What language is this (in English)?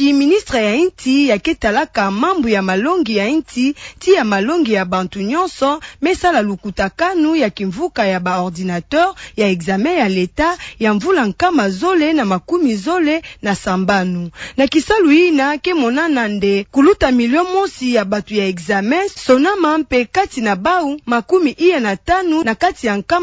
Kituba (Democratic Republic of Congo)